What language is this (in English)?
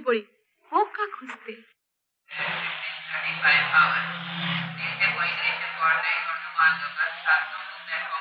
Bangla